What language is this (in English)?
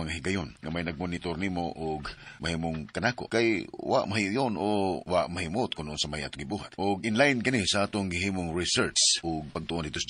Cebuano